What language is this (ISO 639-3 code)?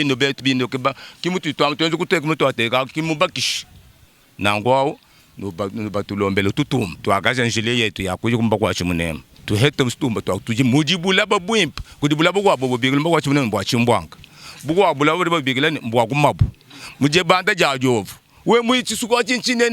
lua